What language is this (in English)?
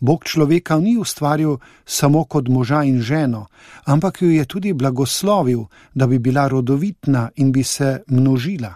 Slovenian